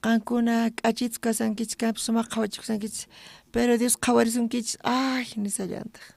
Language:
South Bolivian Quechua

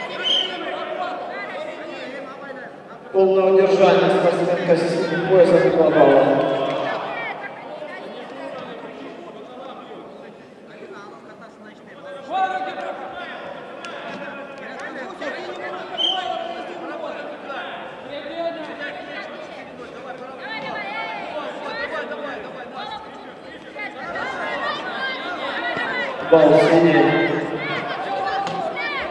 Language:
Russian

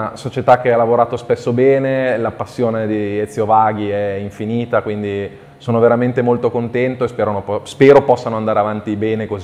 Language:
Italian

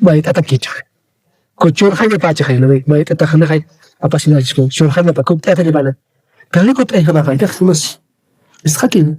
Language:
Aymara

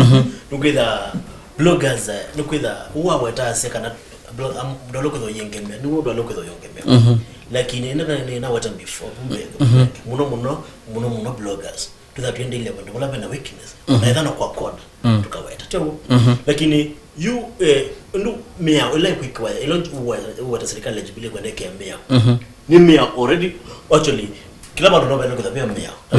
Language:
Kamba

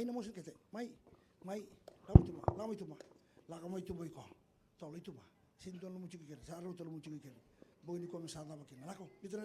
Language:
Fijian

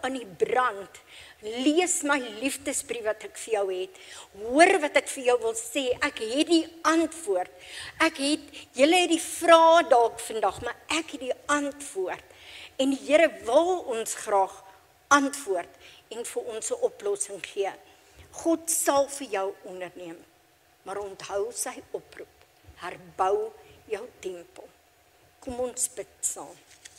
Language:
Afrikaans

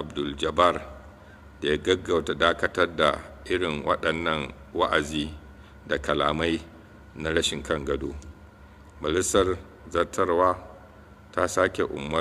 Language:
Hausa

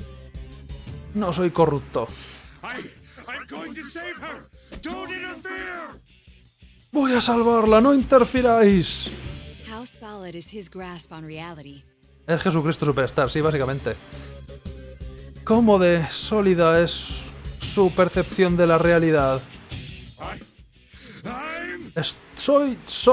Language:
Spanish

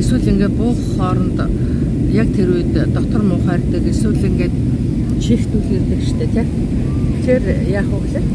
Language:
Mongolian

